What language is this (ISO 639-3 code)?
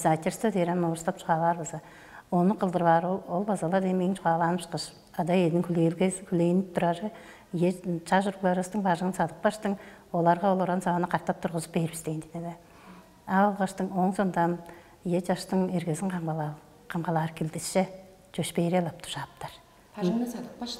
tyv